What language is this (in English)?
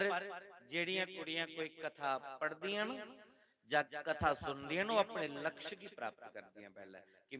Dogri